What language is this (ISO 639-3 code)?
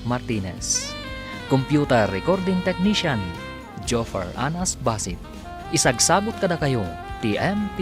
ilo